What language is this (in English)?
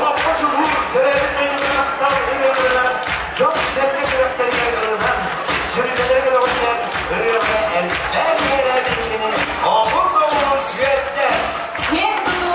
Yakut